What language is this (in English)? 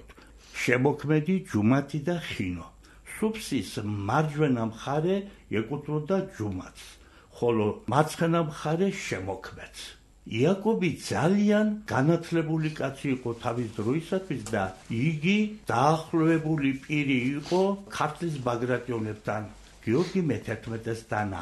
Georgian